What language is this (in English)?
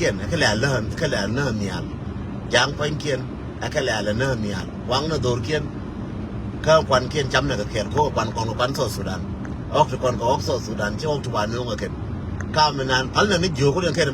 Nuer